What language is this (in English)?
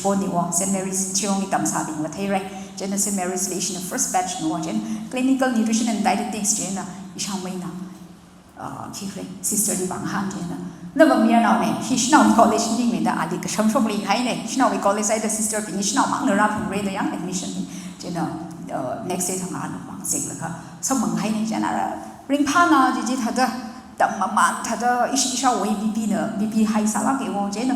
Tangkhul Naga (India)